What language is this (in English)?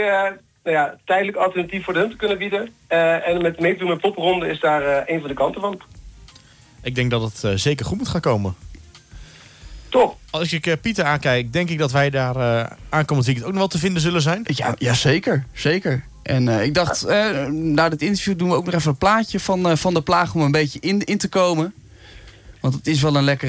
Dutch